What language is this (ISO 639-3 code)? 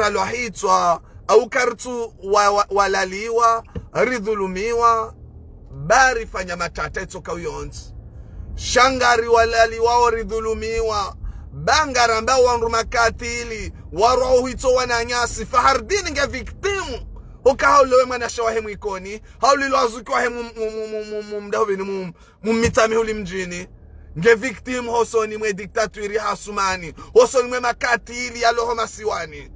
zdj